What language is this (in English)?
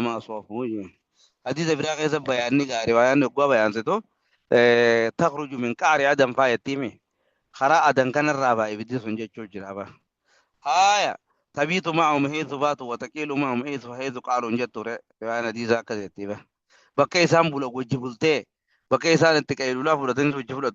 Oromo